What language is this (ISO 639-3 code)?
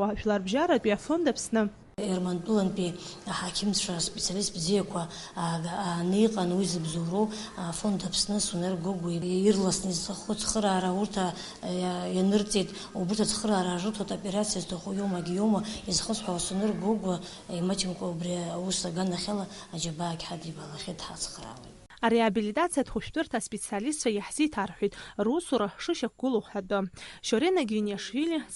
abk